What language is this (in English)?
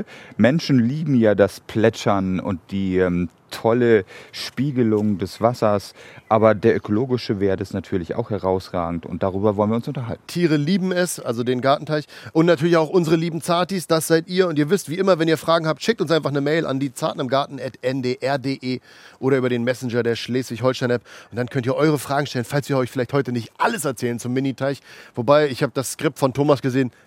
German